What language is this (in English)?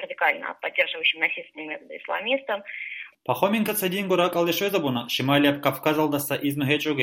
Avaric